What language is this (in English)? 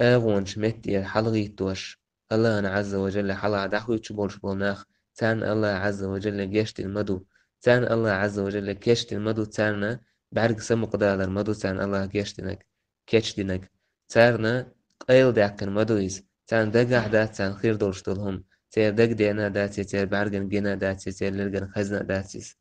Chechen